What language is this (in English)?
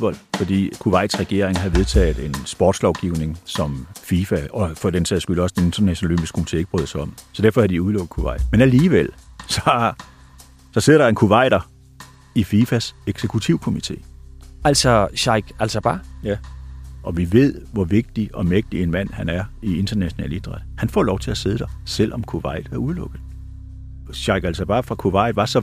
Danish